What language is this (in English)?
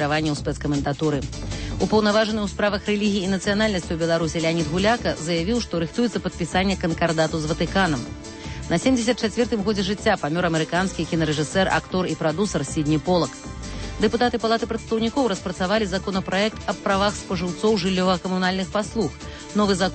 Belarusian